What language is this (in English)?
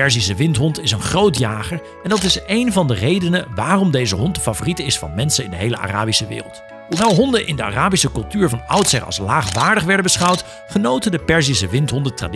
Dutch